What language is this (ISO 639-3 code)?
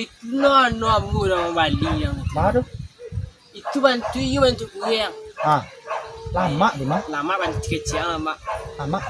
min